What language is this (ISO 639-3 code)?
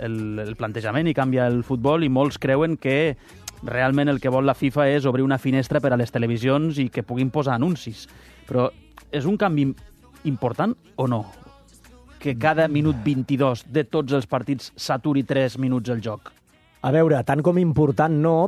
cat